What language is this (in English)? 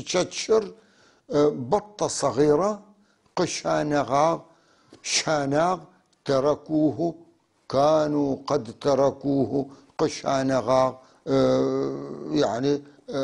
North Levantine Arabic